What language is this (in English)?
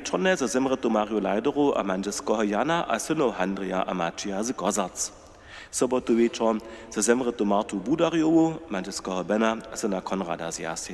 Upper Sorbian